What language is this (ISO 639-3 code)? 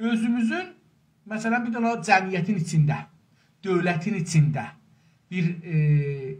azb